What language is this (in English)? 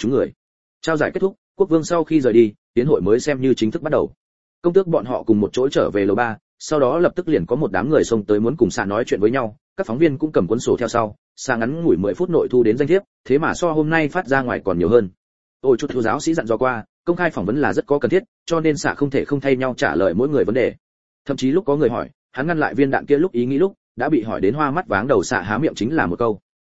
Vietnamese